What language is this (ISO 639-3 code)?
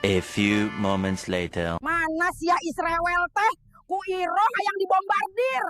sun